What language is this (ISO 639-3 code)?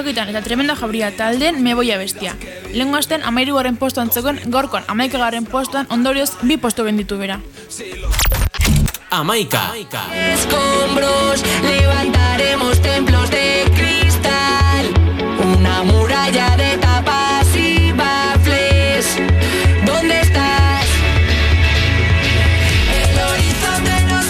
eus